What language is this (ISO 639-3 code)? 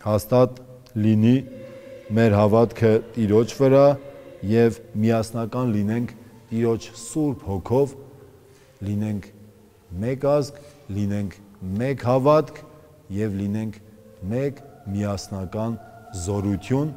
hye